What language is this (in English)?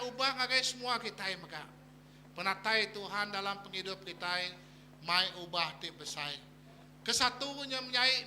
Iban